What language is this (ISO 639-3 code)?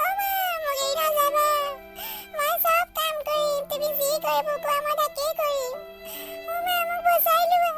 asm